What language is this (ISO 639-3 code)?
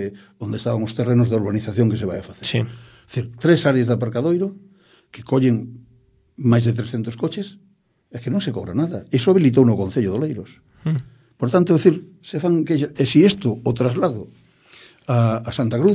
glg